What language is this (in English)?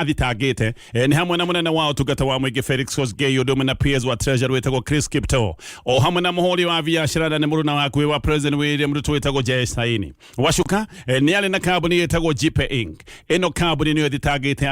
Kikuyu